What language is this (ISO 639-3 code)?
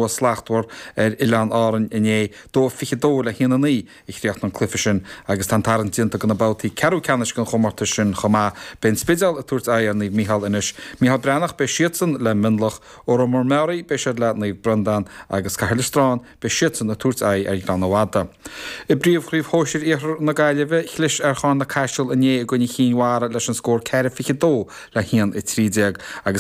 gle